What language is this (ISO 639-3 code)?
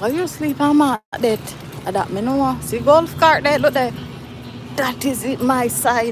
jam